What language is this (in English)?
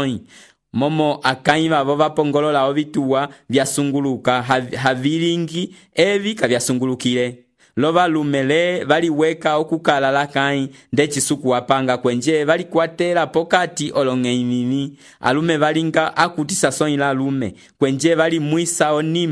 Umbundu